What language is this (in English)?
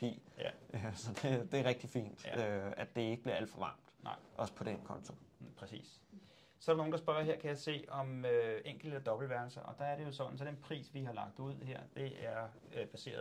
Danish